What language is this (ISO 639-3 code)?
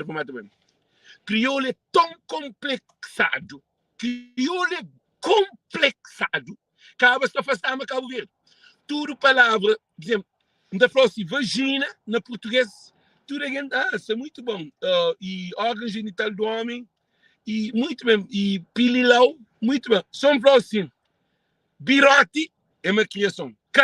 kea